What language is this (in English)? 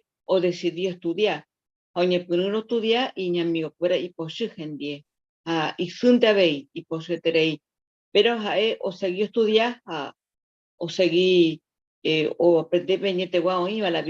Guarani